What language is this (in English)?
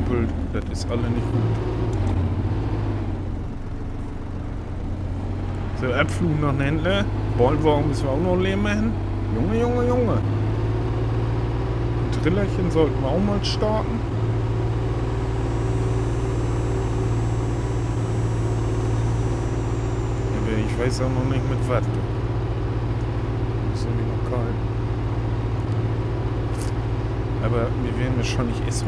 German